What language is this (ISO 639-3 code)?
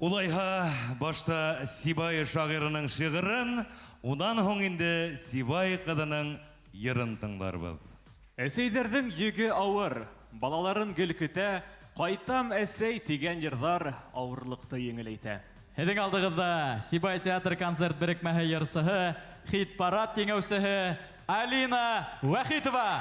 bak